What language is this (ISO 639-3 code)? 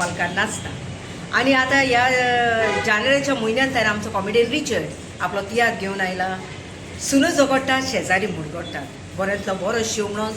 kok